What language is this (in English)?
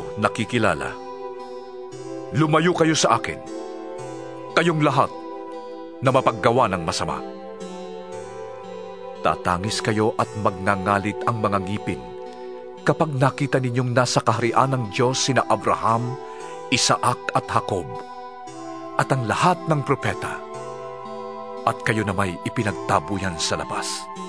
Filipino